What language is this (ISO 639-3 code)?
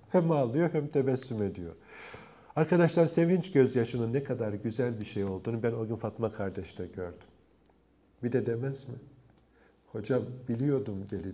tur